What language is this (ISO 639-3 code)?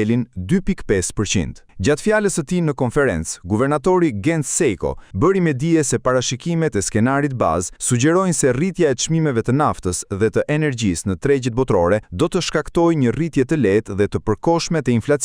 sqi